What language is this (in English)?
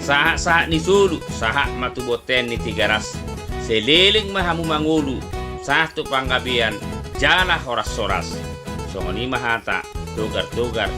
Batak Toba